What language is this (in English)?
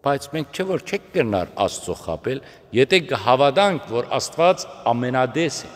Western Armenian